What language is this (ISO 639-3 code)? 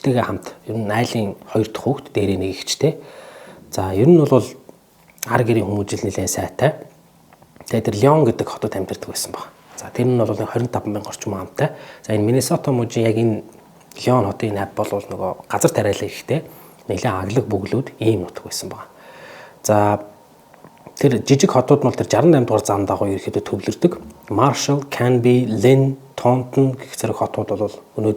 mon